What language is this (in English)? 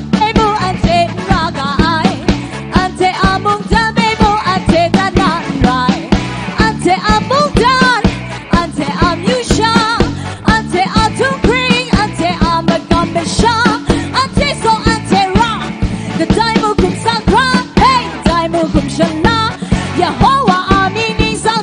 Kachin